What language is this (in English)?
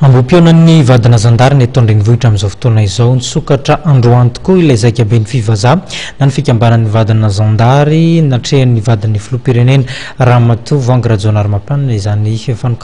Malagasy